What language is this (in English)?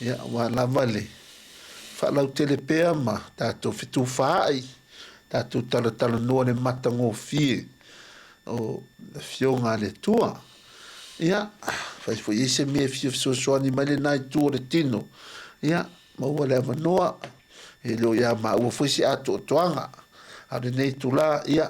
Samoan